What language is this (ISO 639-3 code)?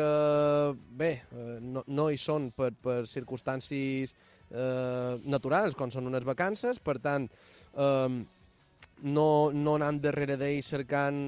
cat